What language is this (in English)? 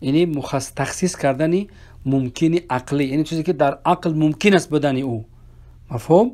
Persian